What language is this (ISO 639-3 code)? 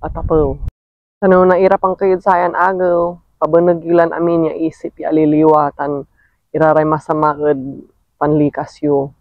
pag